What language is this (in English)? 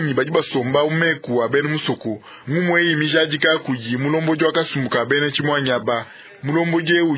Luba-Lulua